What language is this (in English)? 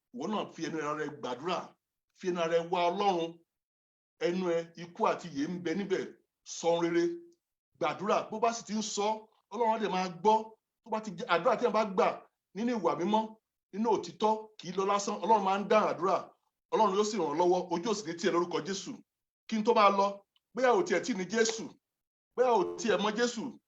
Yoruba